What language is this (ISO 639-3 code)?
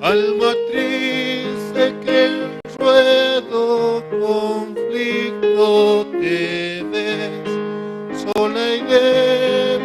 aym